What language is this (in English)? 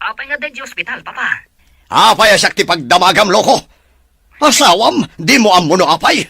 Iloko